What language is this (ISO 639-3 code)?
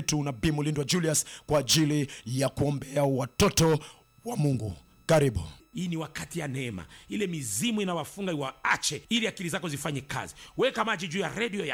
swa